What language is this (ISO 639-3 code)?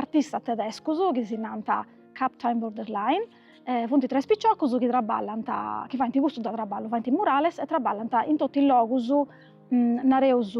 srd